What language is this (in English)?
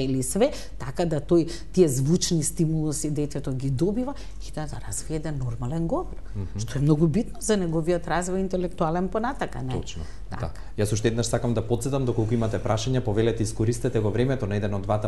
Macedonian